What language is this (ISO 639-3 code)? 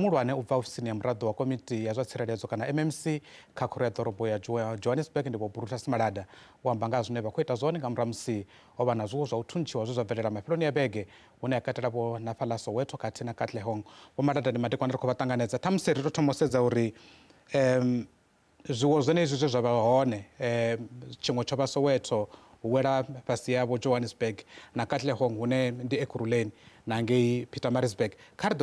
ven